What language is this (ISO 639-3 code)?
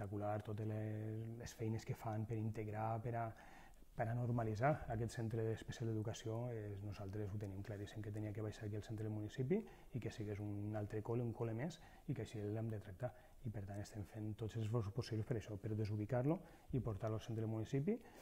cat